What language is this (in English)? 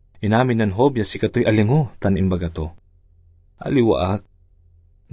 Pangasinan